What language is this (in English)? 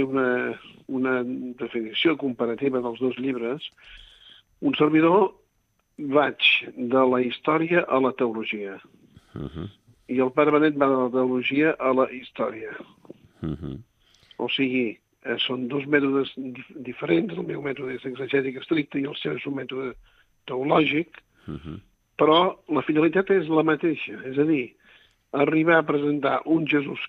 Catalan